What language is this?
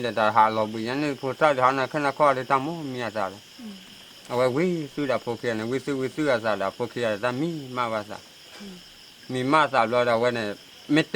S'gaw Karen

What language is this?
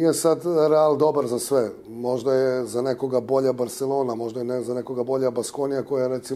Bosnian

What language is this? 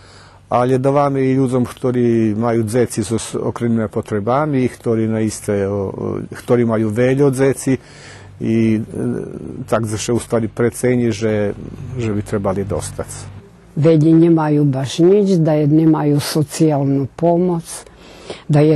Rusyn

